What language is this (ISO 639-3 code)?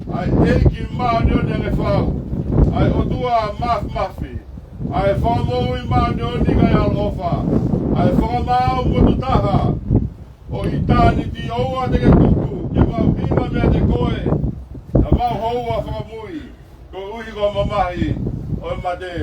ton